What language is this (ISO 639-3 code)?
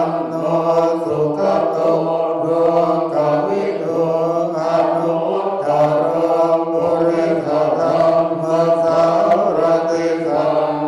pli